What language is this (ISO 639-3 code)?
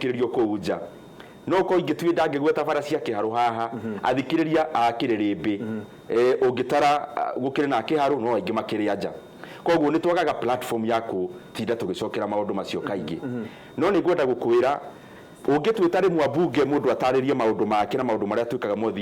kik